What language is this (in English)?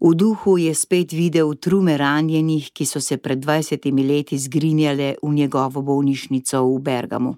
Slovenian